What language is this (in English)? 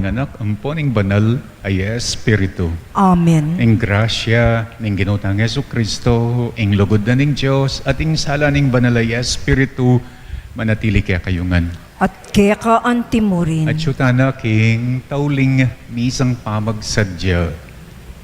Pampanga